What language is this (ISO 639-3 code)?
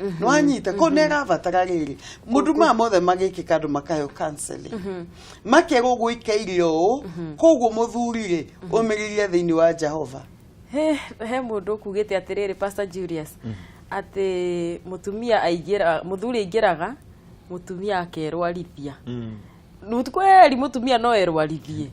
kik